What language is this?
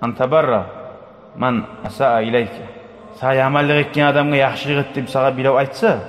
Kumyk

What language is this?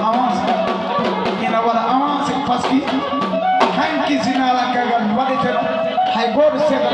Fula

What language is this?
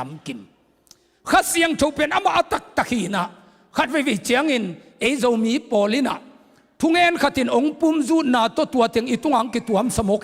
Tedim Chin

